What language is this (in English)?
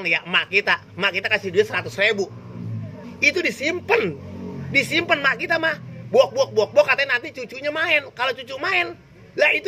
Betawi